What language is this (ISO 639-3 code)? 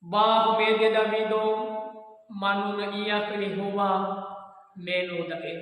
nia